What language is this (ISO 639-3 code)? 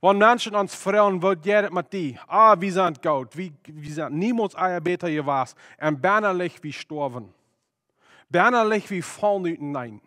pdt